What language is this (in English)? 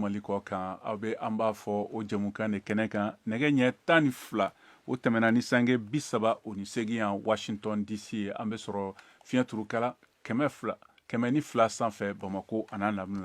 Bambara